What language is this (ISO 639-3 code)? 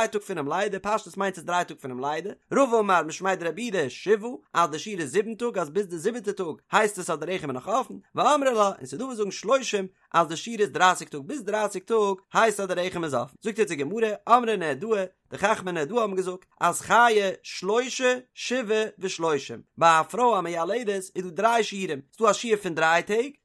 yid